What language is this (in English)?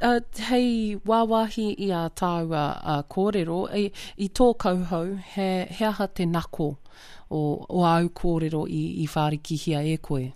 Māori